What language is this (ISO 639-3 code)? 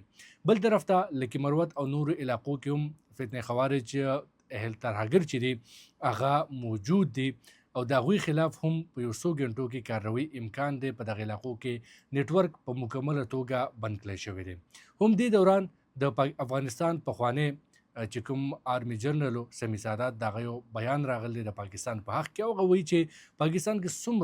pus